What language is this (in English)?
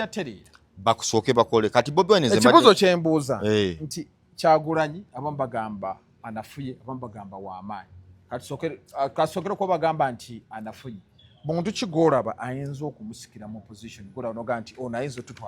Ganda